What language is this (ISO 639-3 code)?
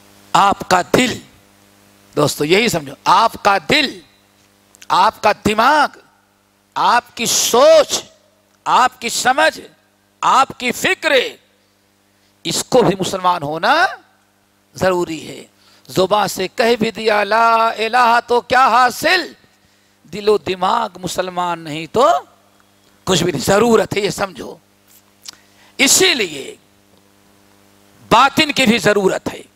urd